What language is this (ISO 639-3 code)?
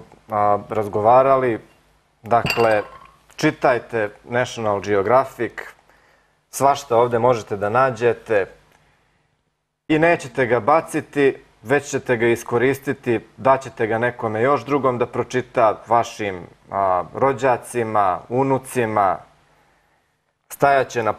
srp